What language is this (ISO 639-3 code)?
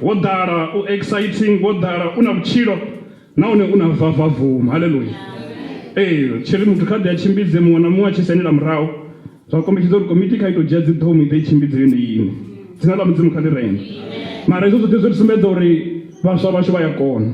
ven